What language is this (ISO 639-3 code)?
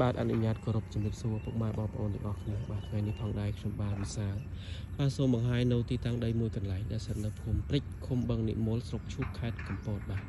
khm